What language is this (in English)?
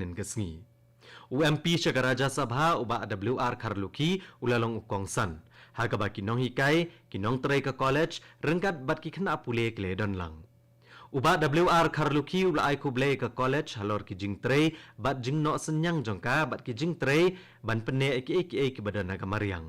Khasi